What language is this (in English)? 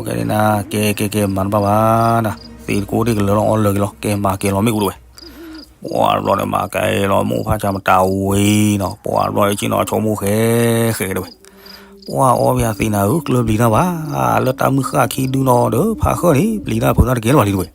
S'gaw Karen